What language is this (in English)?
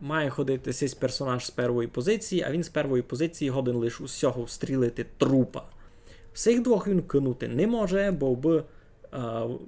Rusyn